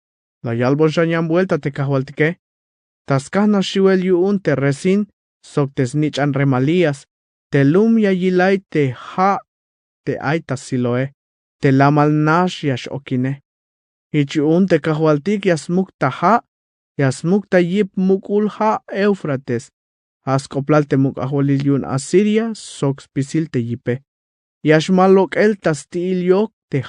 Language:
Tzeltal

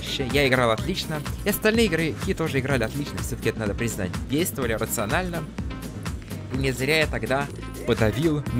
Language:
Russian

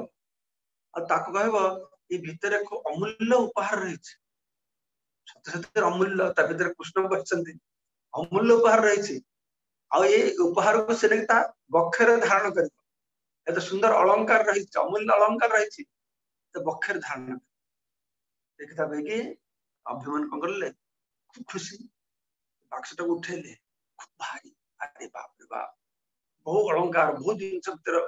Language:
Odia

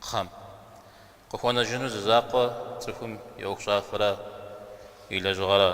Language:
Kabardian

